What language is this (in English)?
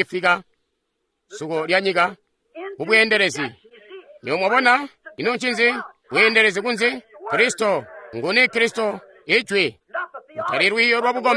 Tonga (Zambia)